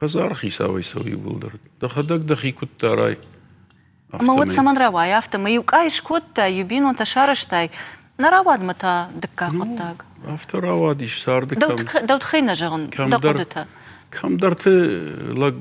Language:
Ossetic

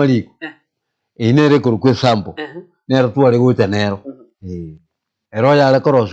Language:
Gusii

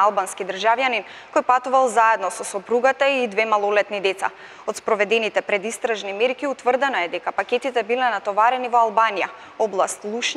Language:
Macedonian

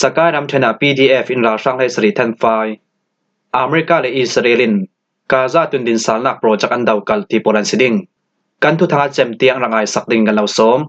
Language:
Falam Chin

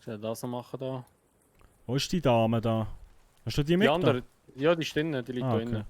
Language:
Swiss German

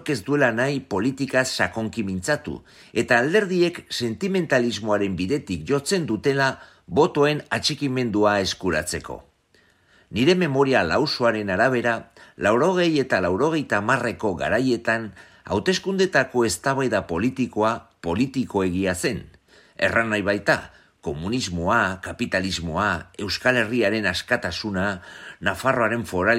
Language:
Basque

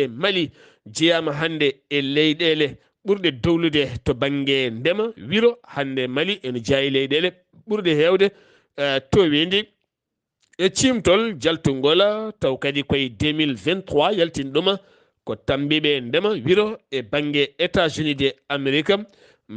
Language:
Fula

